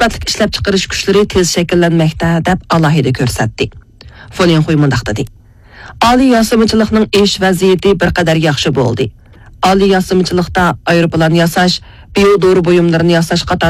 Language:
Uyghur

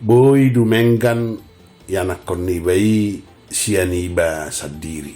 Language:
Batak Toba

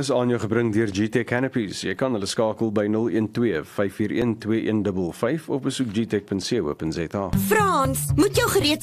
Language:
Afrikaans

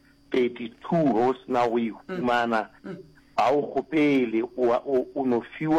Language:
Northern Sotho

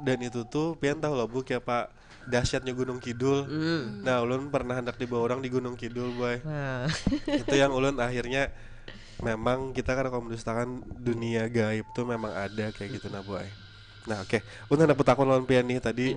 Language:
Banjar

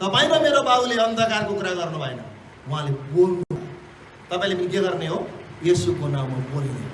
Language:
Nepali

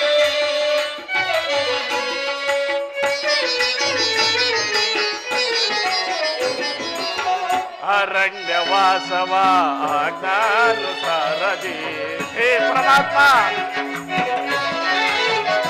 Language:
Kannada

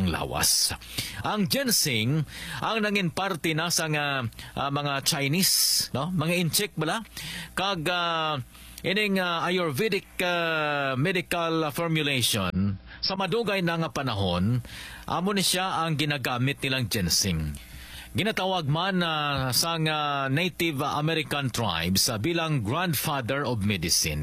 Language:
Hiligaynon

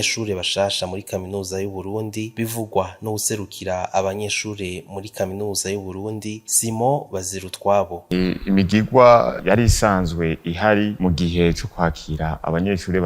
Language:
Rundi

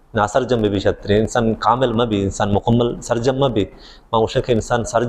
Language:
Baluchi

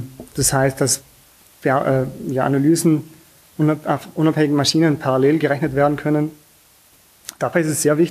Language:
German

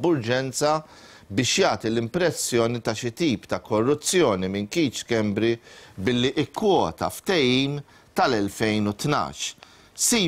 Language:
Maltese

